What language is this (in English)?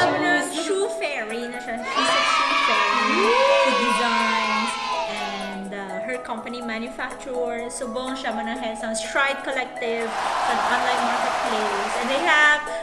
Hiligaynon